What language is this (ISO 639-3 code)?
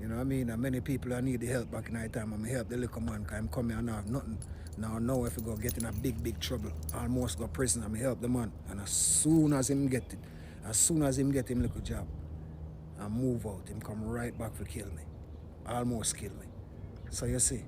jam